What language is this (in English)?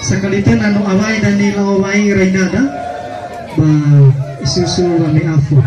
Nias